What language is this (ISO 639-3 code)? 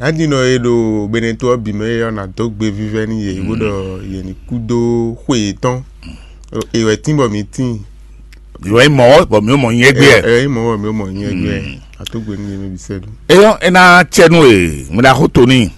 fon